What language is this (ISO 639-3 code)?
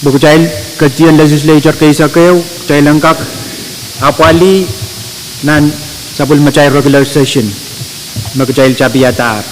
pon